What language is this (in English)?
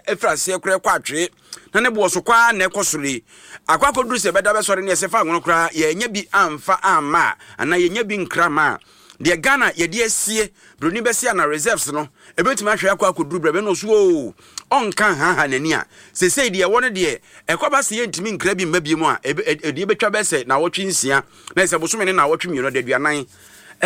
Akan